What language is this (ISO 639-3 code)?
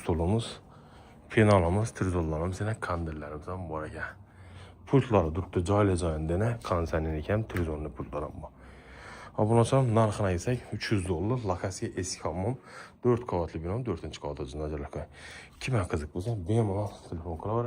uzb